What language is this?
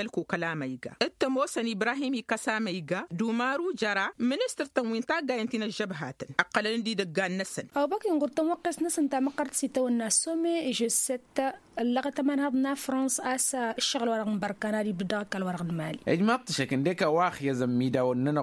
Tamasheq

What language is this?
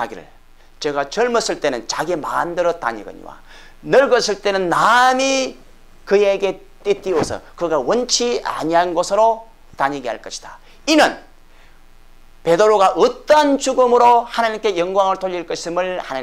Korean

